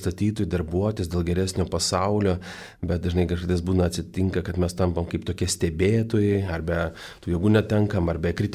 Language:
Lithuanian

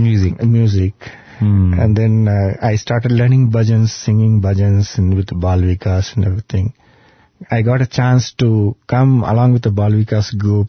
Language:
English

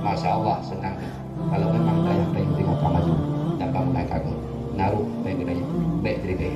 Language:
Achinese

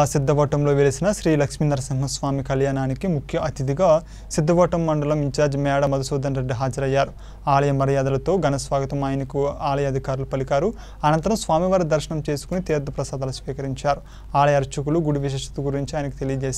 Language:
Telugu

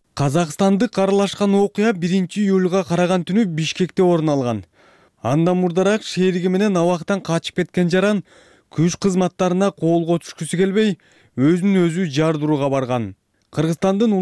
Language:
Kyrgyz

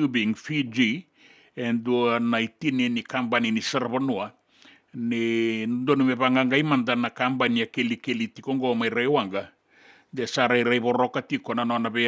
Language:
Fijian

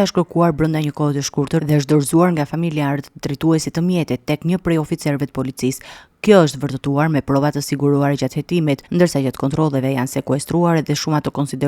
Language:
Albanian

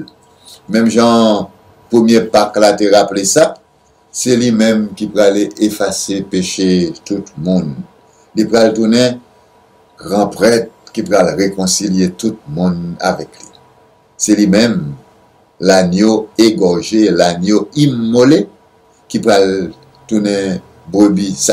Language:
French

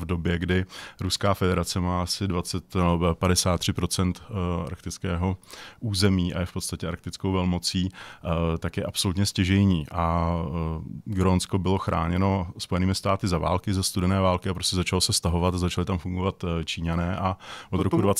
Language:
Czech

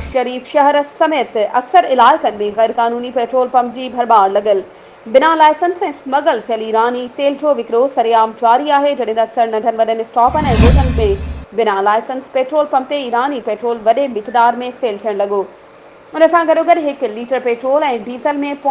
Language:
Sindhi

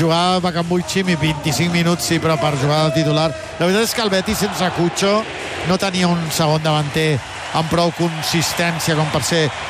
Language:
Catalan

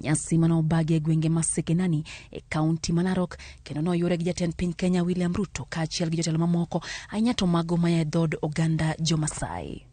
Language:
Luo (Kenya and Tanzania)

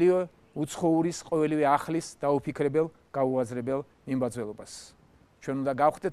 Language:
Georgian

